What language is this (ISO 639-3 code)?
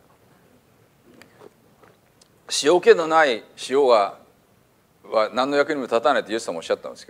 jpn